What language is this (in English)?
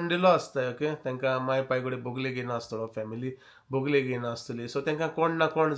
Konkani